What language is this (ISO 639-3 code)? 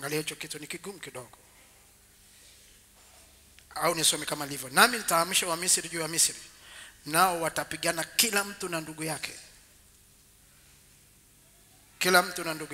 swa